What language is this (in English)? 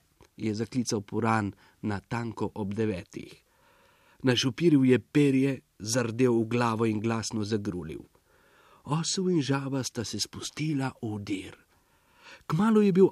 Slovenian